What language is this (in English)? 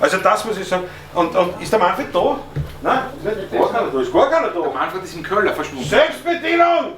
Bavarian